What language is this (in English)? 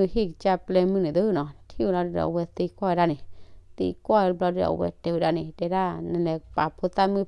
S'gaw Karen